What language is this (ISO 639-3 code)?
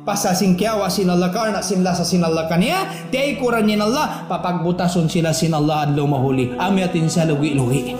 tsg